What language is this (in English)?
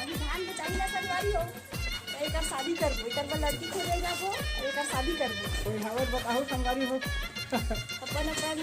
Chhattisgarhi